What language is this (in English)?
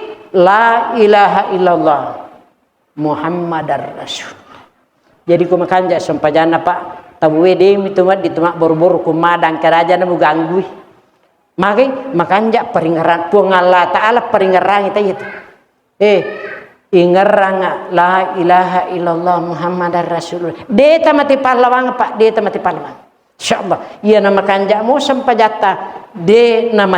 Buginese